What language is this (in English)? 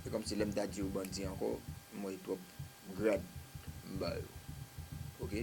Haitian Creole